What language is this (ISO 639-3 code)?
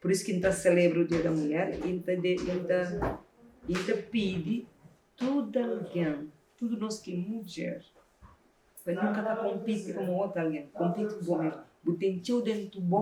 kea